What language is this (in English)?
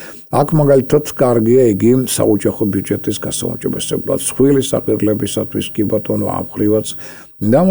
Georgian